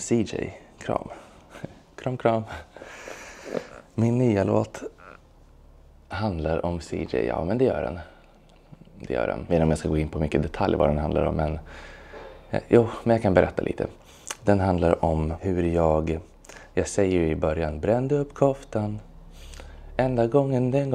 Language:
Swedish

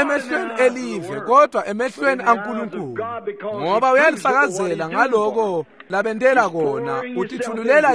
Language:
Swati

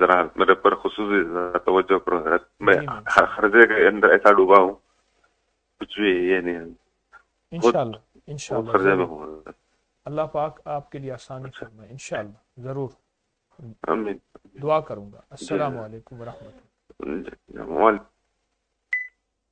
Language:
Urdu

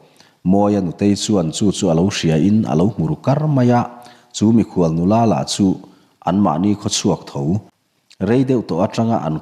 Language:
Mizo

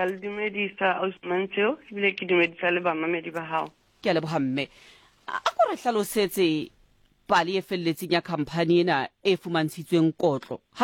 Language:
Southern Sotho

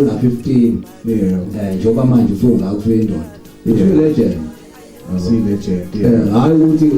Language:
Zulu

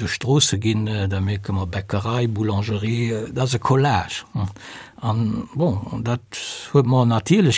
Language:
Luxembourgish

